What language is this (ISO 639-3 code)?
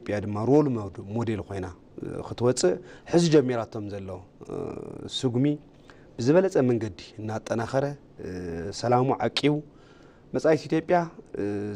tir